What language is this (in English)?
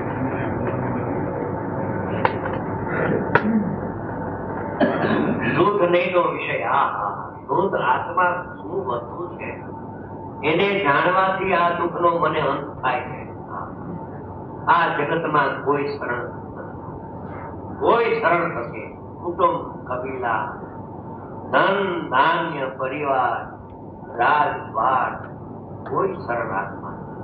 Gujarati